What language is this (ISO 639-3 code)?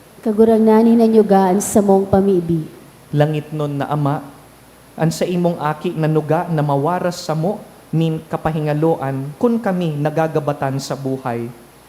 bik